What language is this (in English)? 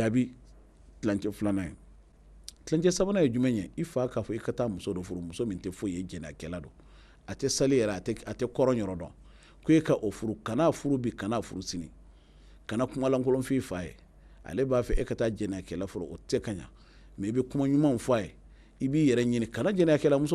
Bambara